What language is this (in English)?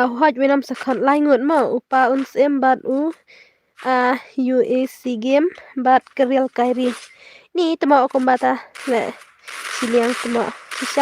Khasi